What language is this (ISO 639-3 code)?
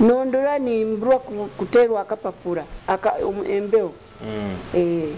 nyo